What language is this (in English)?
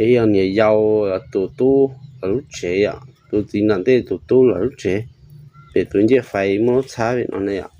Hmong